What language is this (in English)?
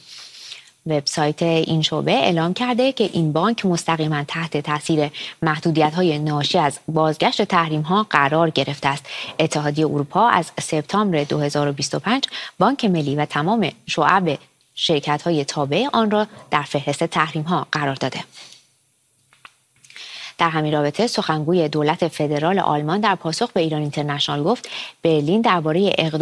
Persian